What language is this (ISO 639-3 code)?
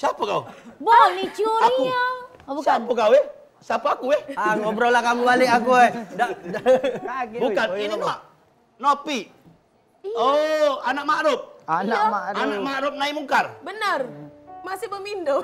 mui